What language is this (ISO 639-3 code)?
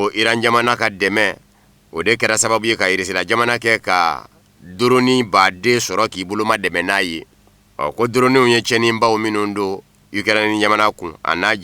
bam